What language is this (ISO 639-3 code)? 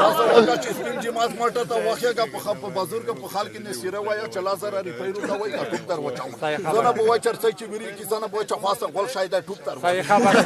pus